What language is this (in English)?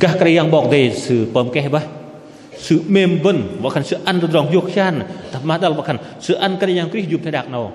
Bahnar